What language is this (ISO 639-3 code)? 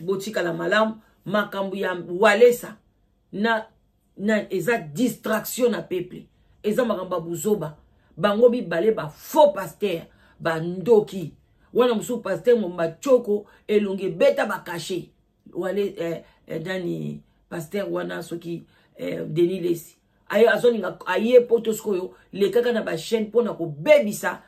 lin